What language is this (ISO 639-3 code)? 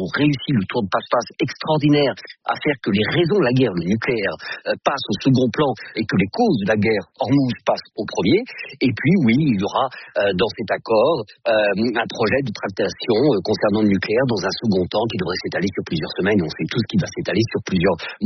fra